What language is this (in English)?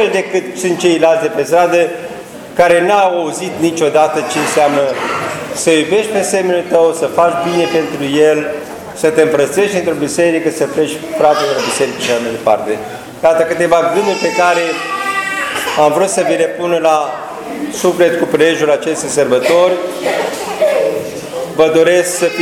Romanian